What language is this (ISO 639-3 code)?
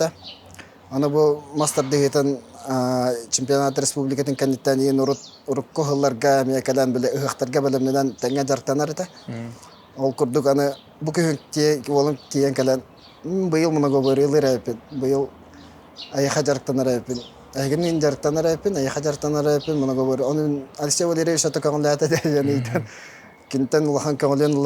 sah